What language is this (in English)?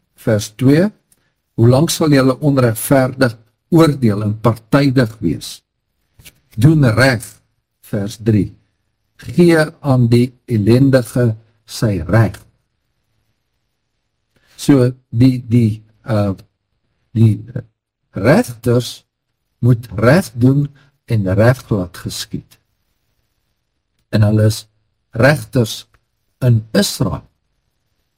Afrikaans